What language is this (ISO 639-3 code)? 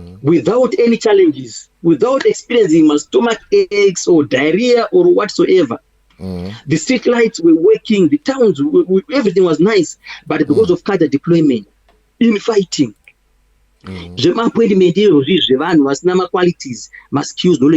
sna